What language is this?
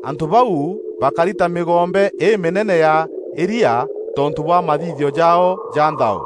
Meru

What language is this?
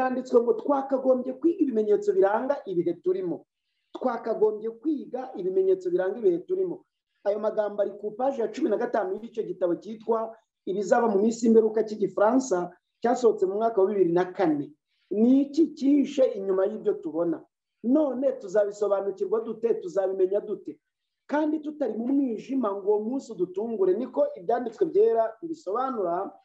Kinyarwanda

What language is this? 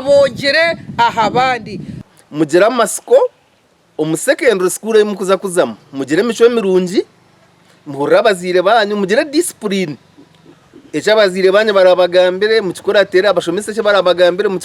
Nyankole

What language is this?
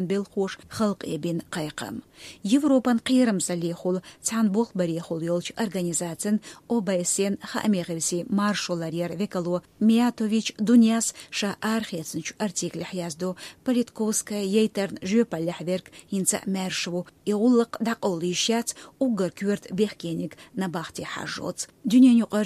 Chechen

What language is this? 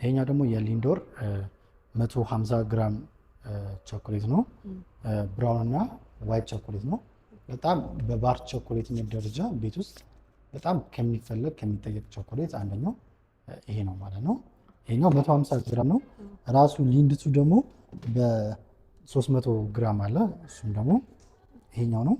Amharic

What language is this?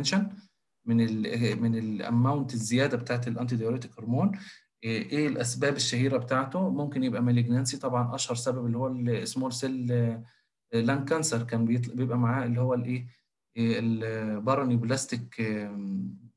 Egyptian Arabic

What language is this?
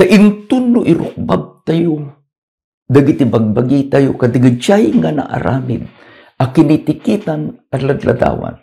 Iloko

